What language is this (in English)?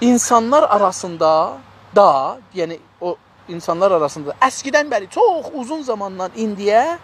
South Azerbaijani